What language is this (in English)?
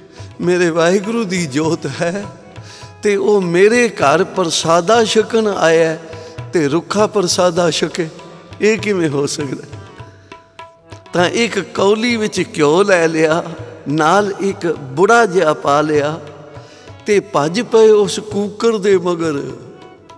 Punjabi